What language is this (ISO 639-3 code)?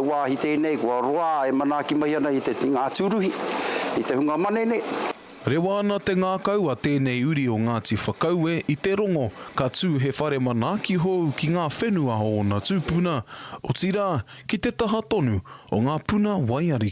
mri